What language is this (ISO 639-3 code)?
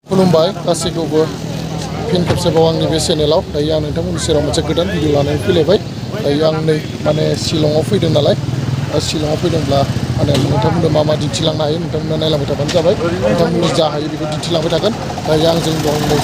brx